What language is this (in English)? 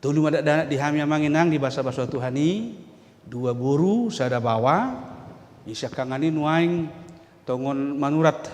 Batak Toba